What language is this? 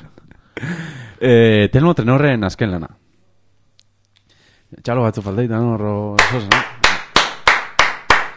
Basque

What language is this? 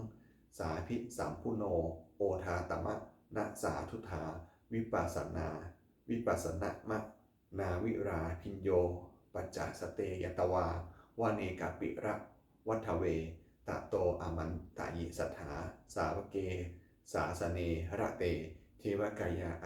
Pali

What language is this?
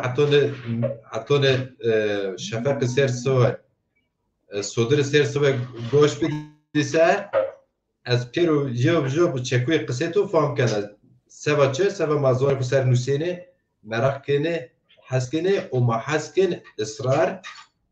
Zaza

